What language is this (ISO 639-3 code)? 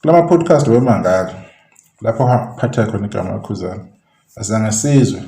zul